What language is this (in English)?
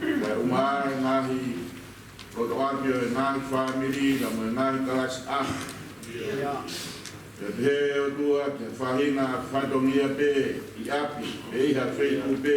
Tongan